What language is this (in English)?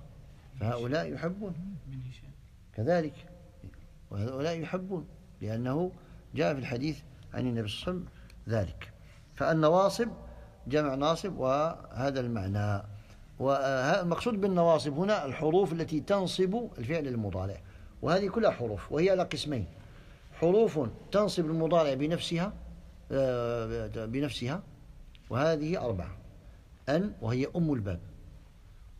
Arabic